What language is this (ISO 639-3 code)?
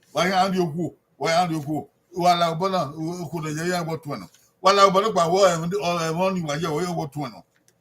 bin